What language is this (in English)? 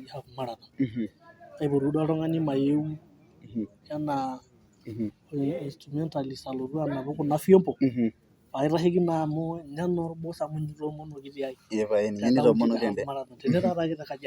Masai